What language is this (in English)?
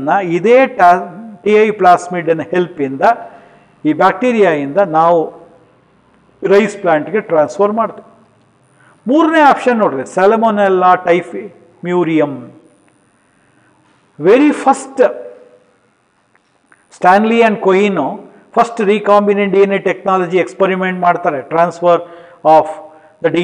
Kannada